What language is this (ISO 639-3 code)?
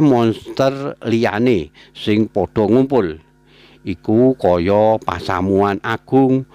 jav